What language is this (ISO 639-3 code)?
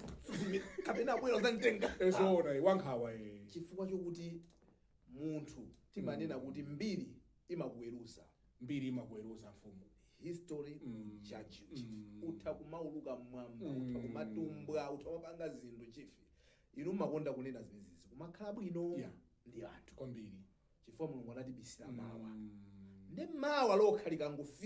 nya